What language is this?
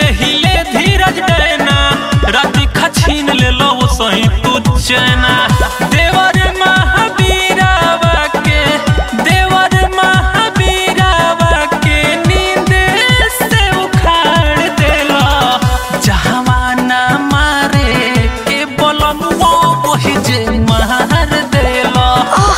Bhojpuri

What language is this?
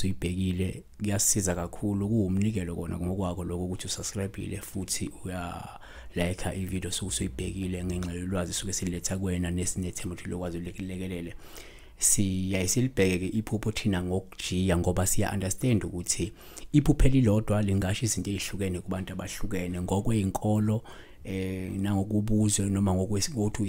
Zulu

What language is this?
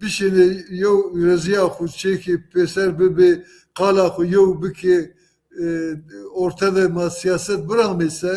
Zaza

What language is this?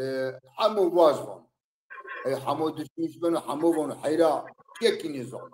Zaza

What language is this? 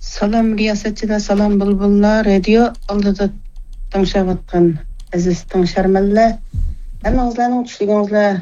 Uyghur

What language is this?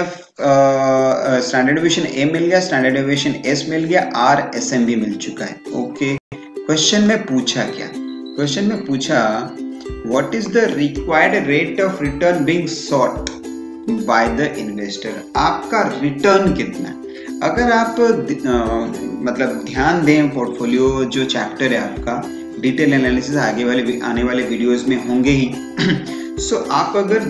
Hindi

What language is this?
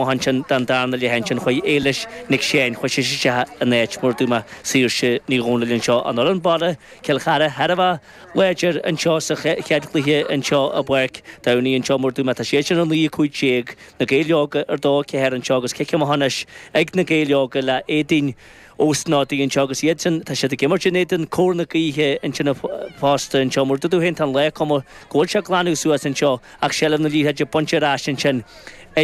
Irish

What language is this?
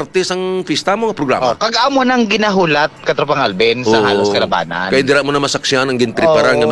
Hiligaynon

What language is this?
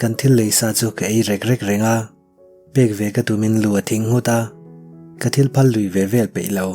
Mizo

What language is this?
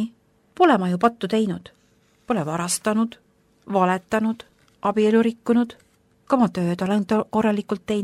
Estonian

